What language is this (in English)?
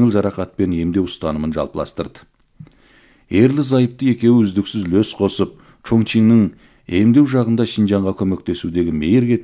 Kazakh